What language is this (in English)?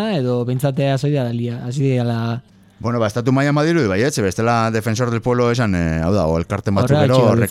Basque